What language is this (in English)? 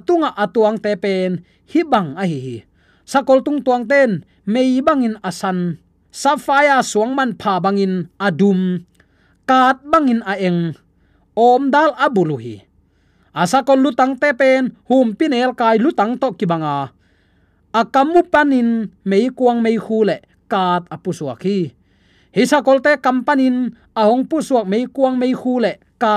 Tedim Chin